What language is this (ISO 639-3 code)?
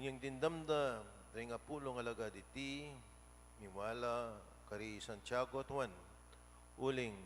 pam